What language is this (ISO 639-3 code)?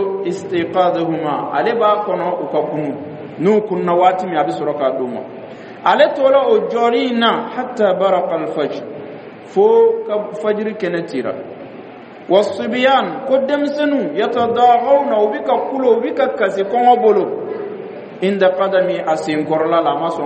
dyu